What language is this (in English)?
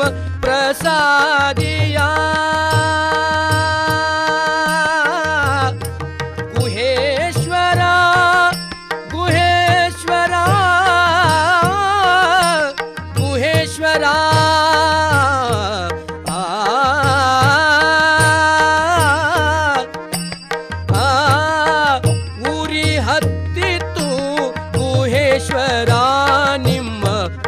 Kannada